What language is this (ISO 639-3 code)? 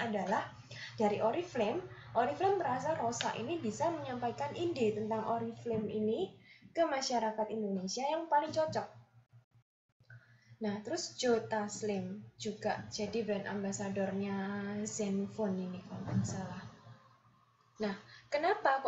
ind